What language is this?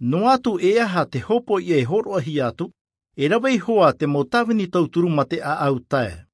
Tahitian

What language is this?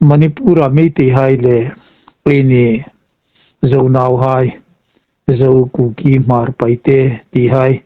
Hmar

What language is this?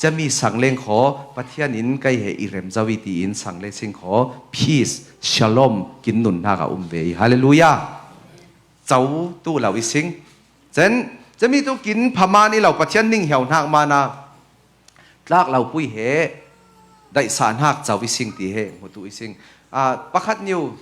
Falam Chin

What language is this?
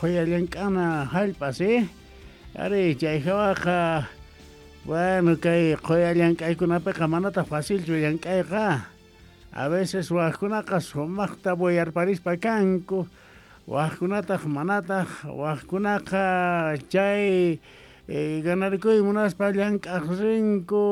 Quechua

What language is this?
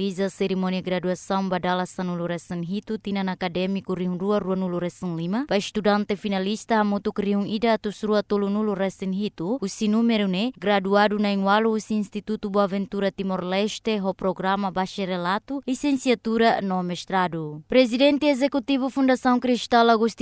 Tetum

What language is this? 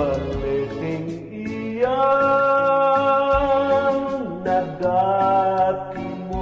Bikol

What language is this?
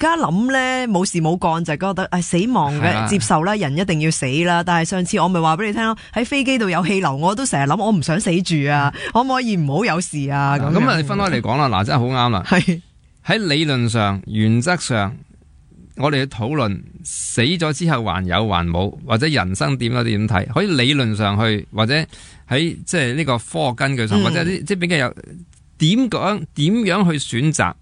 Cantonese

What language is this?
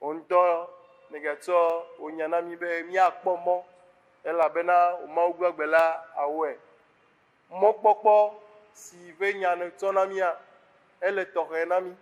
Ewe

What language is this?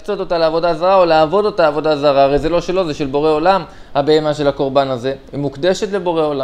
Hebrew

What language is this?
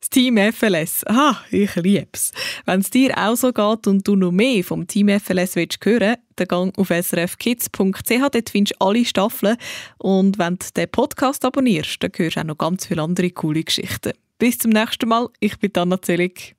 Swiss German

